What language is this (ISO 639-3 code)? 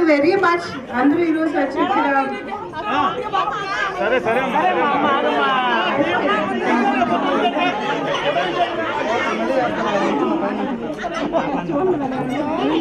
tel